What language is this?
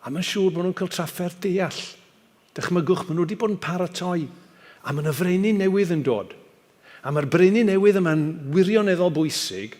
Welsh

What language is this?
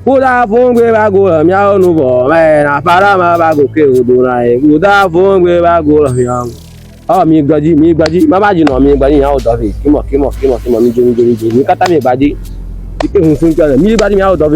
Ewe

